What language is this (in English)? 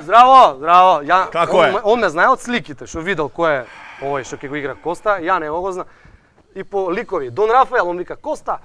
Macedonian